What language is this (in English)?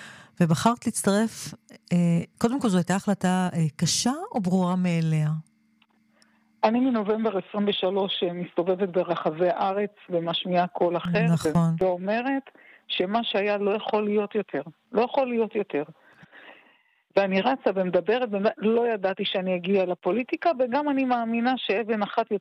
Hebrew